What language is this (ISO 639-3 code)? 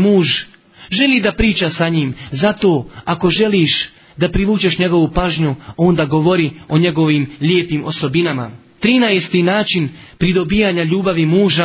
bos